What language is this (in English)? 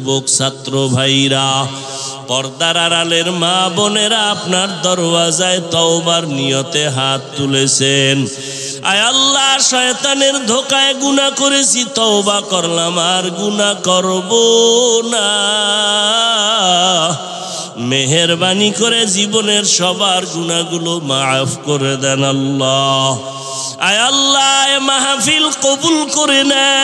Bangla